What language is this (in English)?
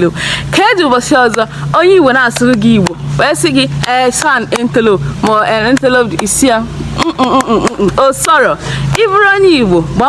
Igbo